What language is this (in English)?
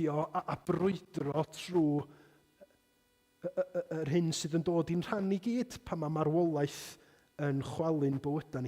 Welsh